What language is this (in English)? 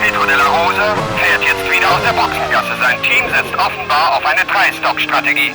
Bavarian